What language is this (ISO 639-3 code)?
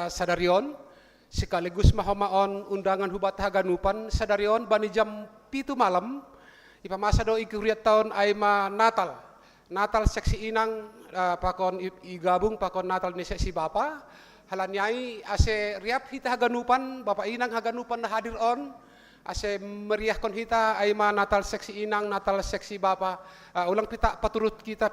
bts